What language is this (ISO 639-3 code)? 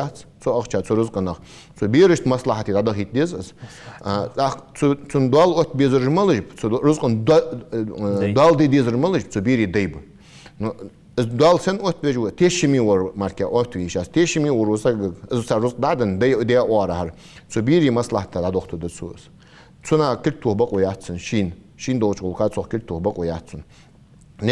inh